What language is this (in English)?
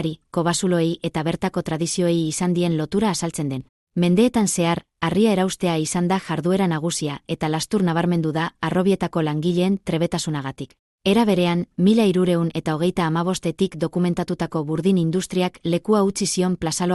Basque